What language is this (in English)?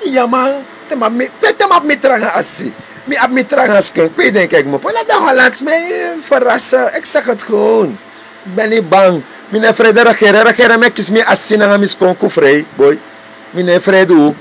Sranan Tongo